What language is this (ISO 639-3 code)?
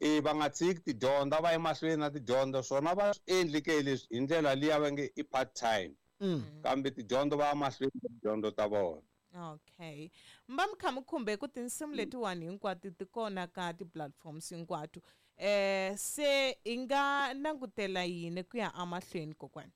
tso